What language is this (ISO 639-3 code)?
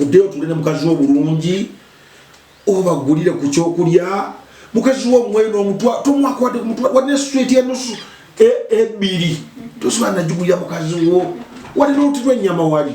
lug